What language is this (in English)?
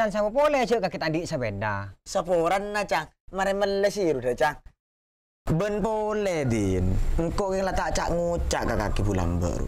Madurese